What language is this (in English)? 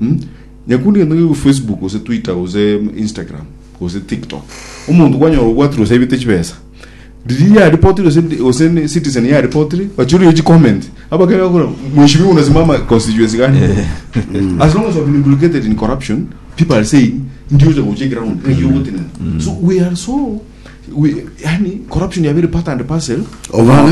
Gusii